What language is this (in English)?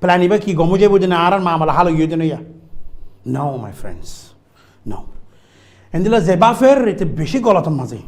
Rohingya